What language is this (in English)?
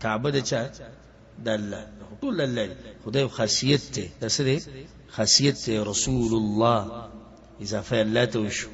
Pashto